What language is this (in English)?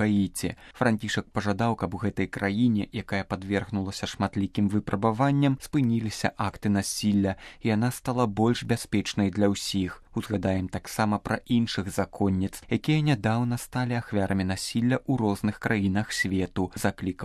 Belarusian